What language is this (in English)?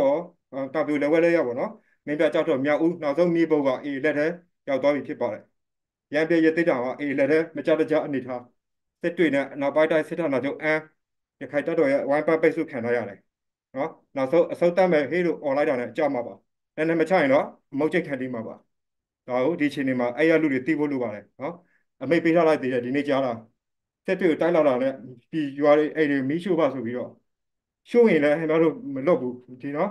Burmese